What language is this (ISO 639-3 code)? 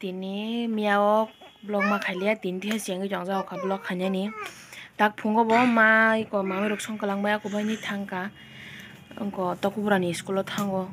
trp